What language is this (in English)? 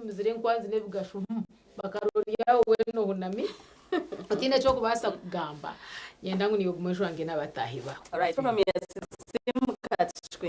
Nyankole